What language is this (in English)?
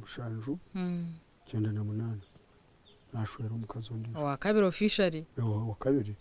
Nyankole